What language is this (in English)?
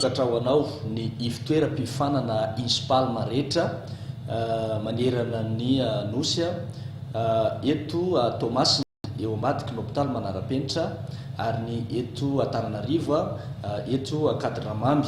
Malagasy